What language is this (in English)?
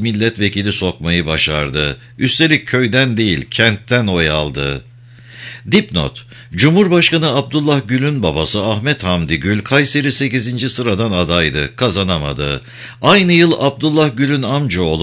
Turkish